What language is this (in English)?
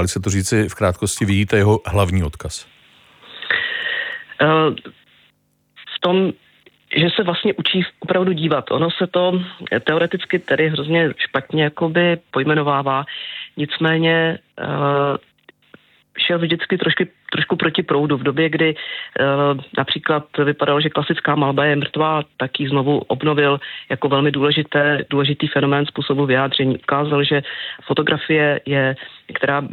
Czech